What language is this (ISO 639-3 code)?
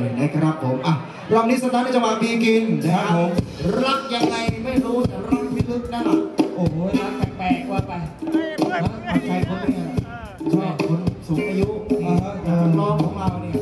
tha